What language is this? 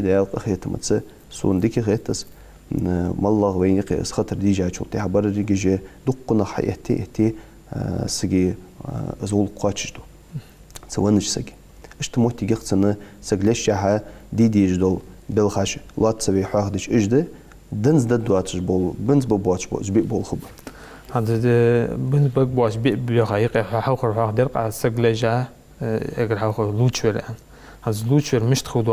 Ingush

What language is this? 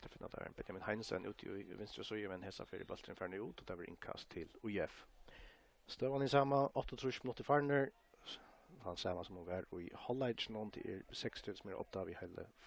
Faroese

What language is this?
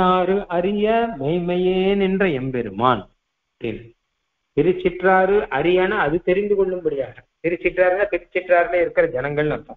Tamil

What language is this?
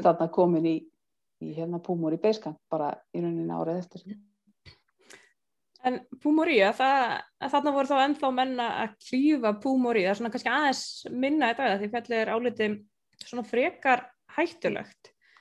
Icelandic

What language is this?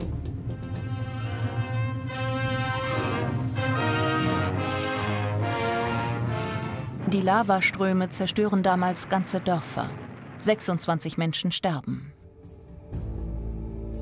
German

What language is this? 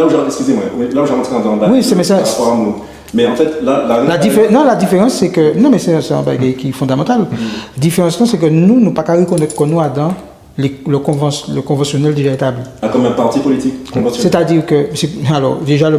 Guadeloupean Creole French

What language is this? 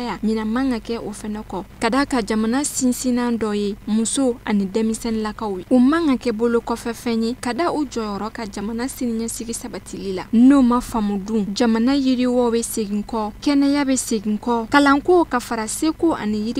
Bambara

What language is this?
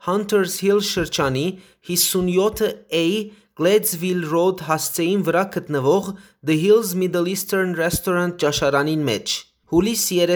Western Armenian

